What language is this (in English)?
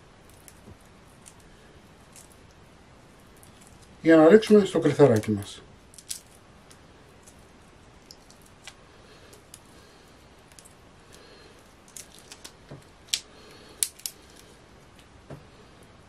Greek